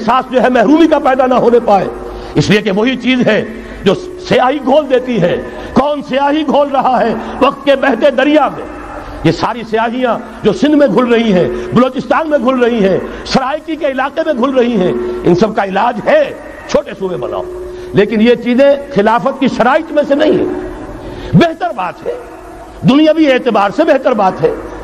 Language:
Urdu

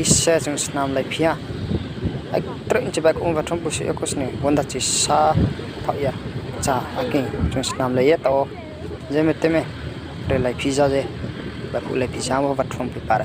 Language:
Riang (India)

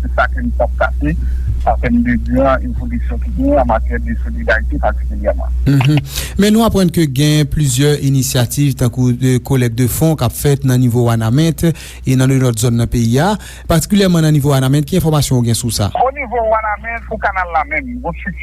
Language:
Haitian Creole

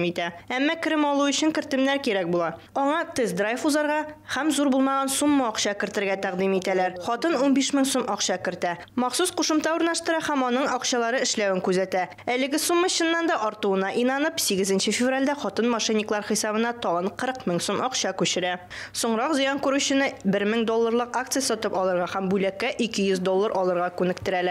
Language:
Tatar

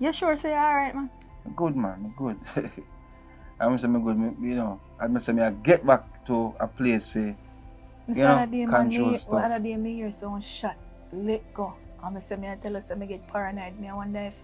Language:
Jamaican Creole English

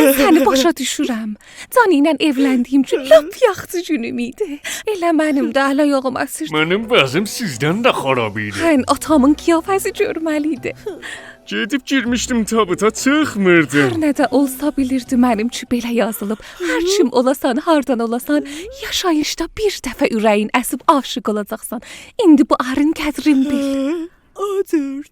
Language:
South Azerbaijani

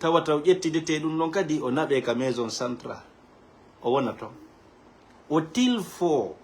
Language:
Fula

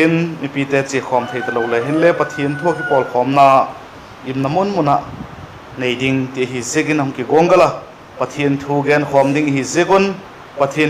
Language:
Vaiphei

